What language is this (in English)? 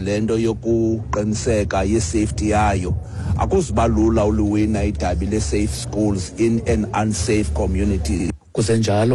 Xhosa